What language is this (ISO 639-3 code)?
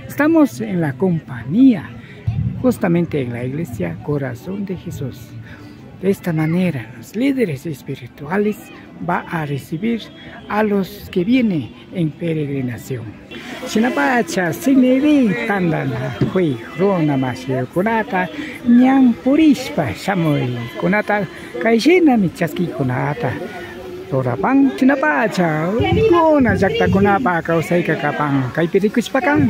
qvi